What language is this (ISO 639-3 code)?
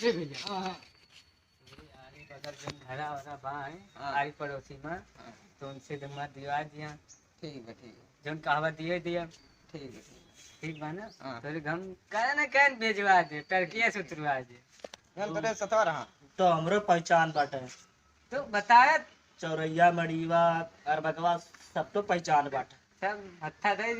awa